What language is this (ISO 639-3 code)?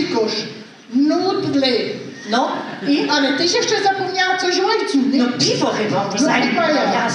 szl